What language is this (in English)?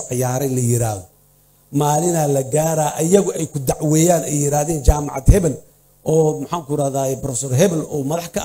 Somali